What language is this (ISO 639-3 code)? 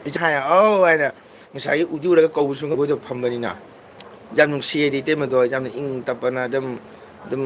mni